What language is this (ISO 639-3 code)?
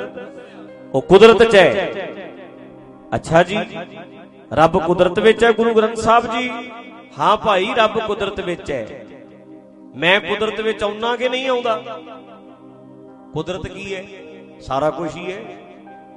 pan